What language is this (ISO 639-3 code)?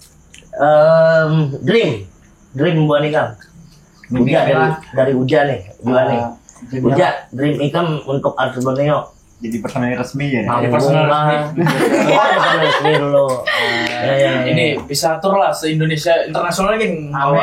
bjn